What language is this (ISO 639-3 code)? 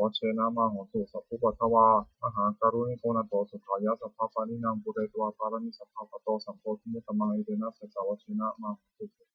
pli